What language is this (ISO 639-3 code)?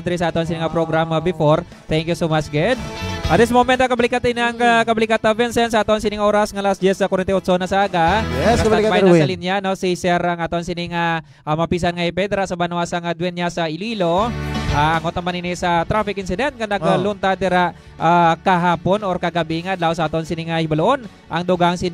hil